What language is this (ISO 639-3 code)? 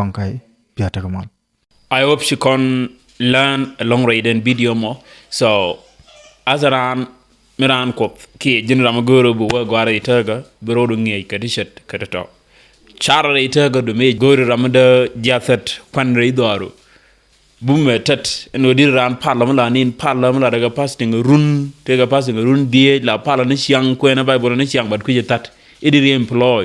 nus